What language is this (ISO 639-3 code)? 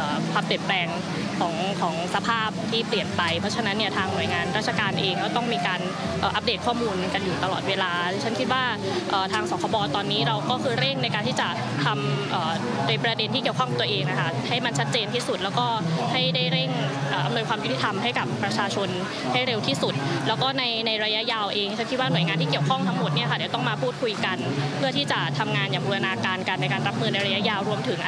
tha